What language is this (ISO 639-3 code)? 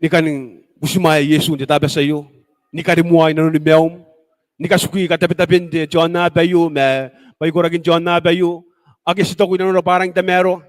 gil